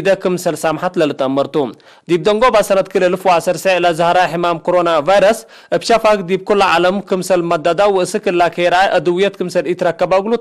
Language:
Tigre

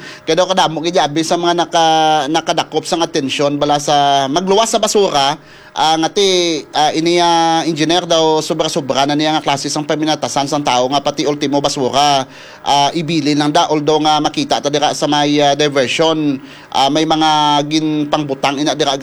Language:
Hiligaynon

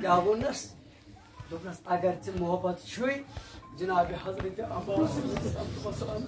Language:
Kashmiri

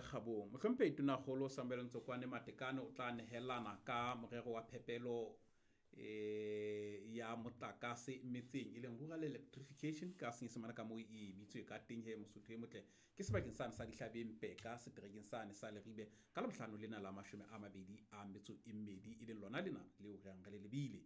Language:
Southern Sotho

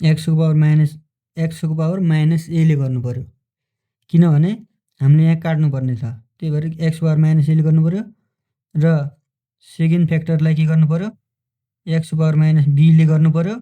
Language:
Nepali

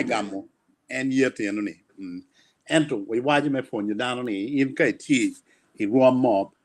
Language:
Acoli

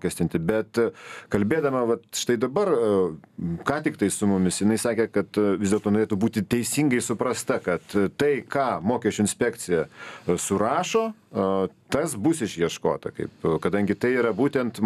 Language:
Lithuanian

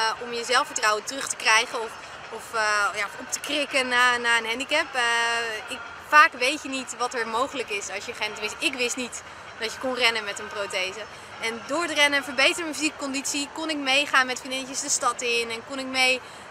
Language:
Dutch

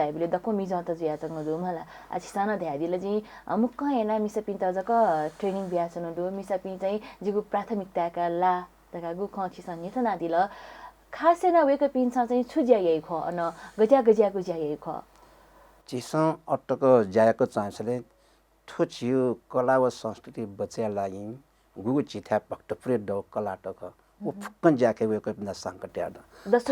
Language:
Newari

